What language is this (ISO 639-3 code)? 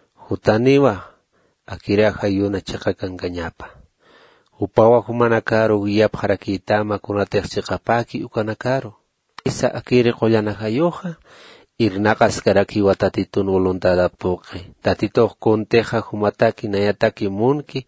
aym